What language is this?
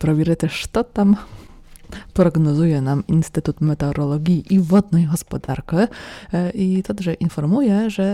Rusyn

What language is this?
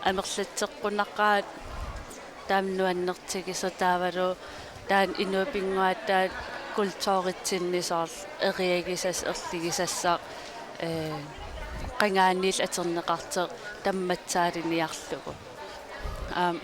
Kalaallisut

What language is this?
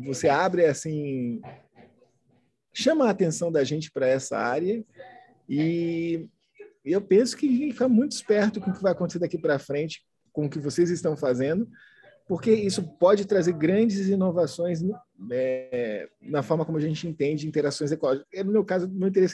Portuguese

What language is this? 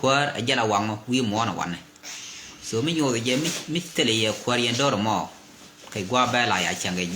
Nuer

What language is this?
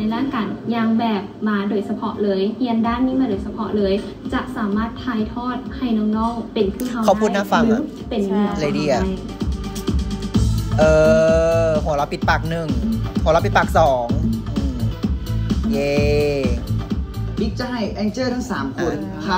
Thai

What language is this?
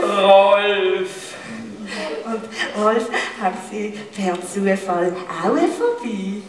Swiss German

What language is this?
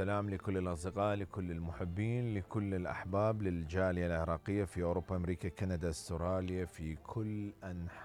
Mesopotamian Arabic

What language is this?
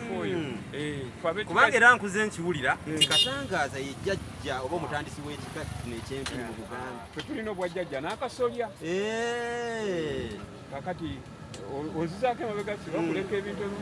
Ganda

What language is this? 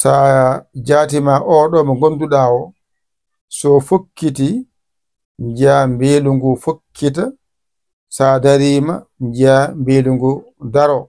Fula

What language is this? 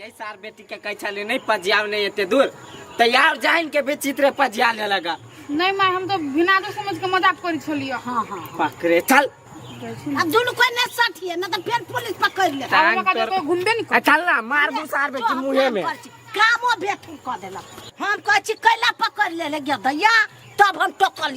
Maithili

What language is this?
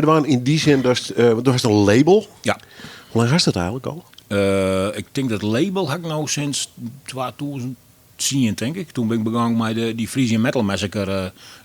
Western Frisian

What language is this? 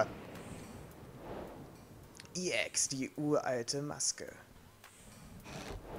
German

